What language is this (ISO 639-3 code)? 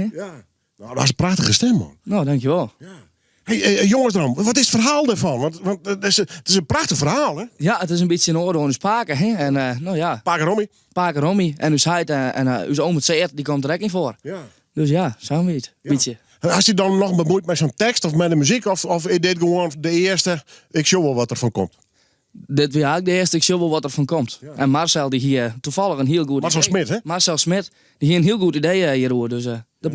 fry